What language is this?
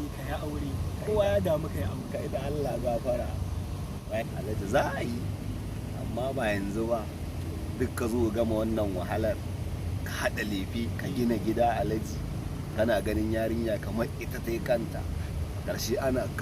Hausa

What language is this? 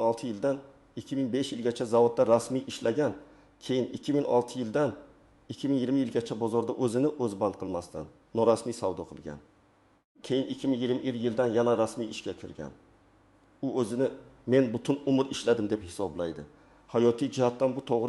Uzbek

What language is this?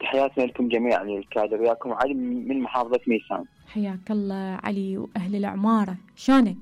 Mesopotamian Arabic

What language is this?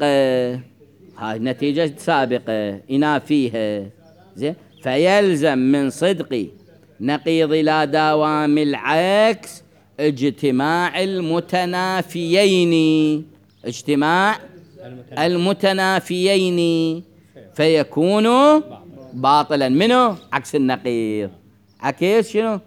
Mesopotamian Arabic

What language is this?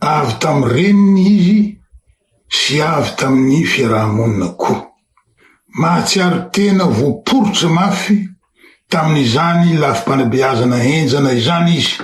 Malagasy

